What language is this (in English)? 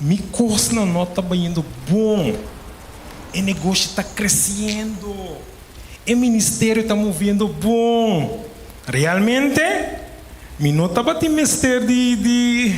Papiamento